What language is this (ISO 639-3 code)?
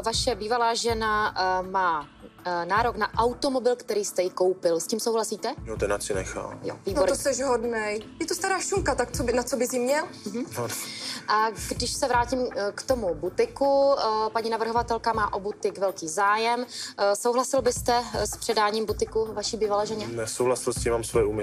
ces